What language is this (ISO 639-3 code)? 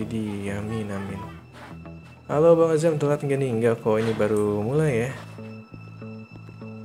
ind